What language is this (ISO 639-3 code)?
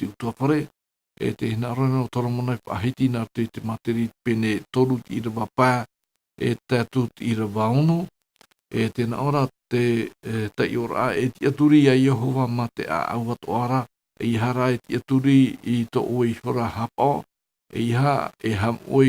tah